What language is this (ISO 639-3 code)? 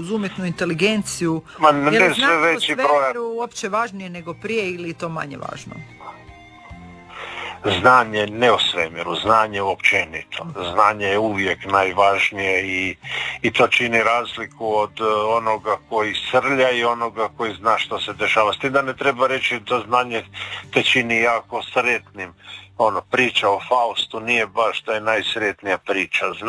hrv